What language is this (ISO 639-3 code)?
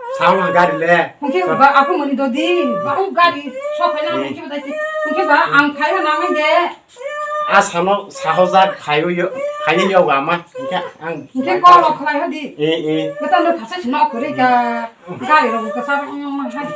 trp